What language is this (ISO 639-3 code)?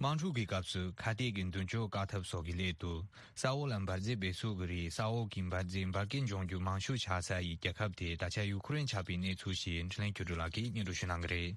bod